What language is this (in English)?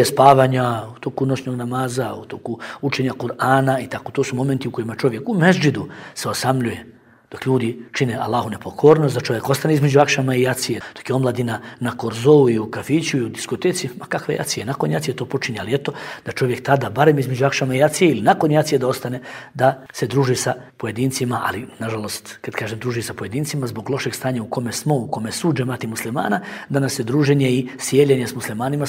Bosnian